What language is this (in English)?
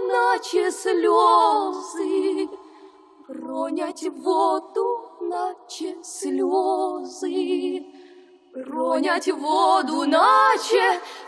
Ukrainian